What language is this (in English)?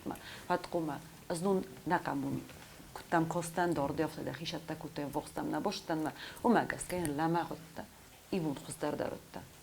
Ossetic